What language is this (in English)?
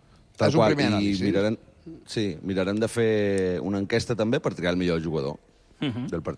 Catalan